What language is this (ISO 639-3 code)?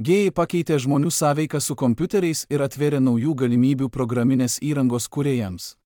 lit